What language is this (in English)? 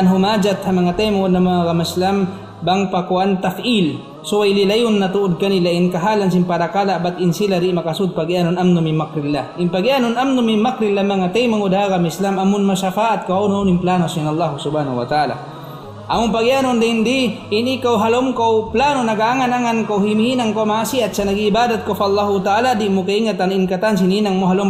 Tausug